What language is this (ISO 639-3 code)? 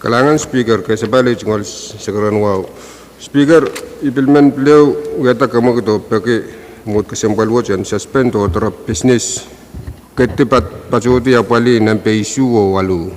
pon